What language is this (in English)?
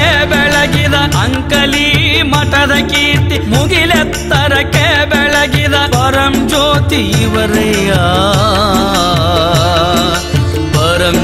Kannada